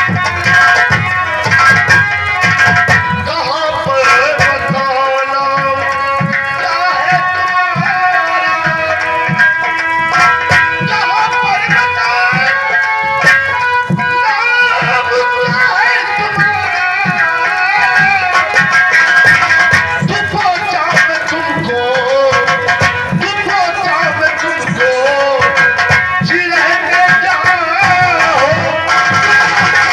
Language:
Hindi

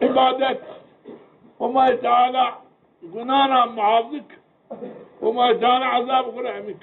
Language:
Zaza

